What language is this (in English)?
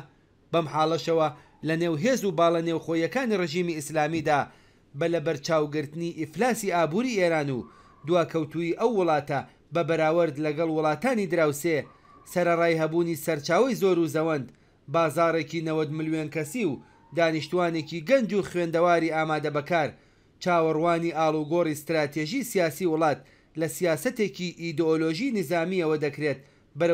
Central Kurdish